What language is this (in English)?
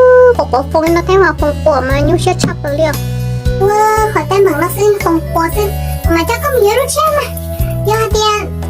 Hmong